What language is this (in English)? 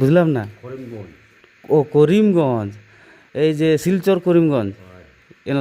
Santali